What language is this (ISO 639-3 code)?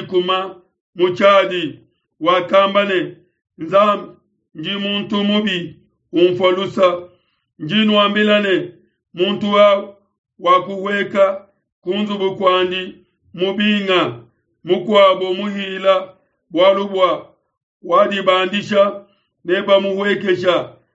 lua